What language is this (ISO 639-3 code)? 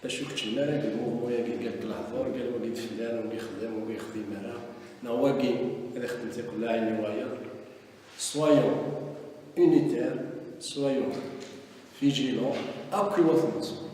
kab